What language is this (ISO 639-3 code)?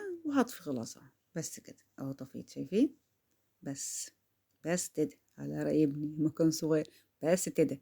arz